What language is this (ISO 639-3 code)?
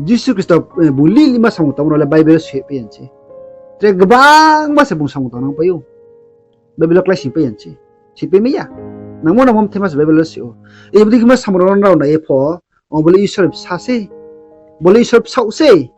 ria